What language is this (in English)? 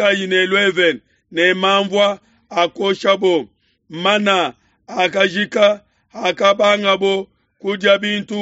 Luba-Lulua